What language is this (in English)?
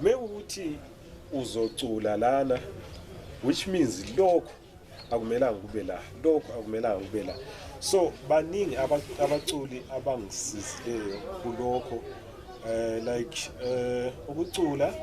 North Ndebele